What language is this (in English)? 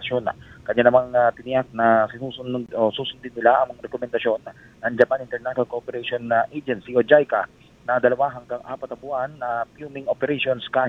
Filipino